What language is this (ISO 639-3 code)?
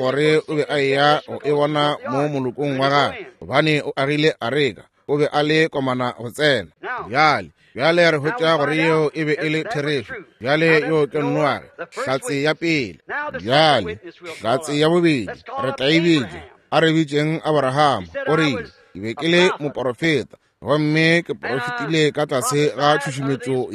nso